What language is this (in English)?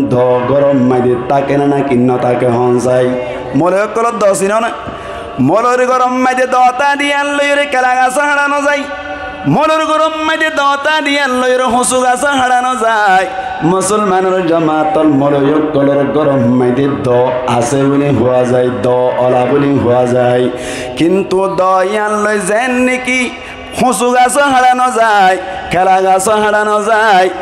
Rohingya